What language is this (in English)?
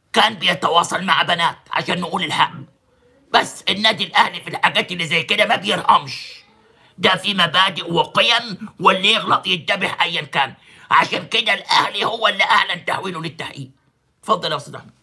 Egyptian Arabic